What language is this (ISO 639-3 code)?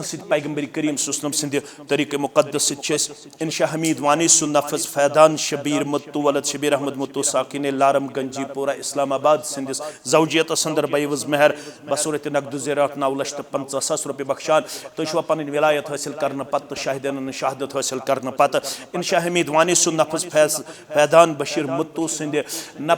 kas